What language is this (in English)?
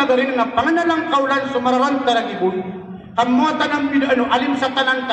Maranao